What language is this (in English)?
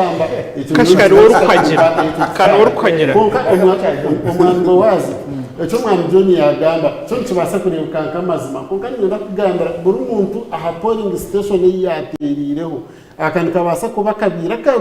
Nyankole